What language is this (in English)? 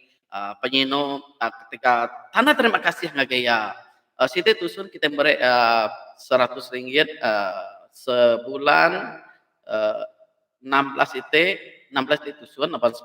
Iban